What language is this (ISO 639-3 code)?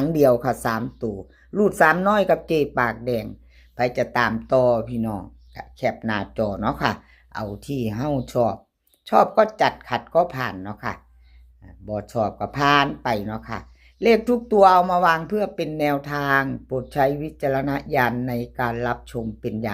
tts